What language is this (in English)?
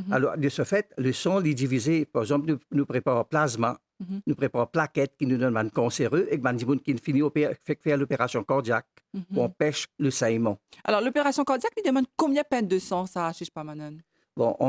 Morisyen